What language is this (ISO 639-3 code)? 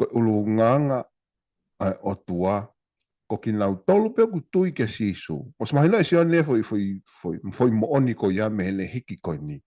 ton